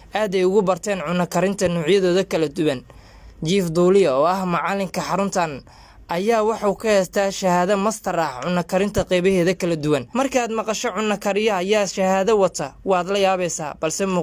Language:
Somali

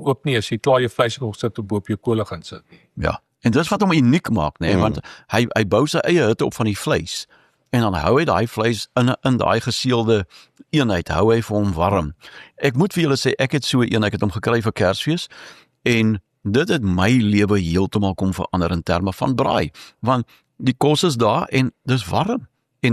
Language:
Afrikaans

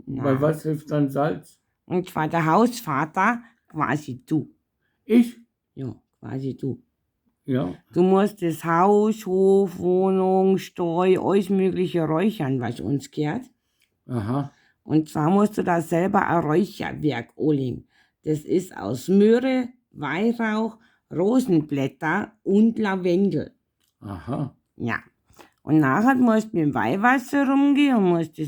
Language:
Bavarian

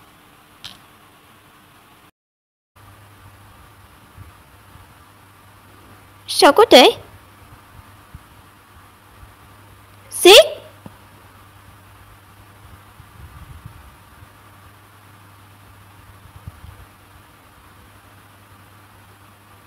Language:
Vietnamese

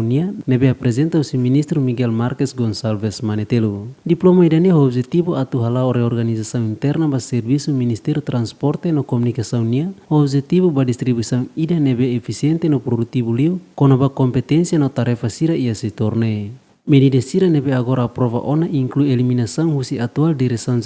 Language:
Tetum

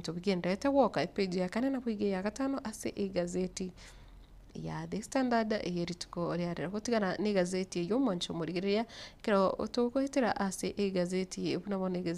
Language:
Gusii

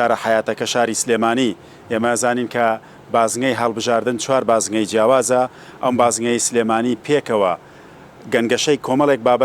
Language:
Central Kurdish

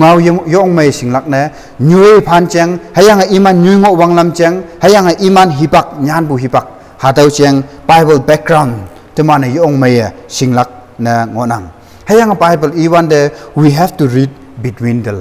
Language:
Konyak Naga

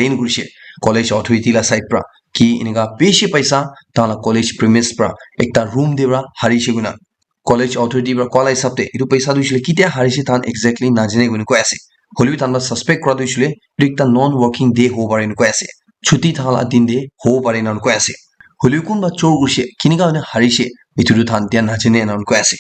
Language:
Naga Pidgin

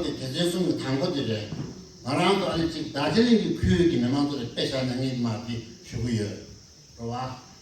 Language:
Tibetan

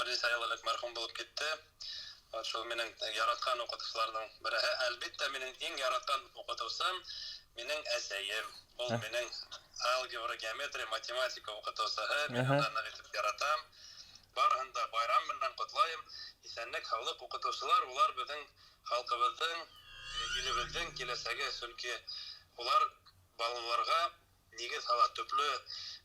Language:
Bashkir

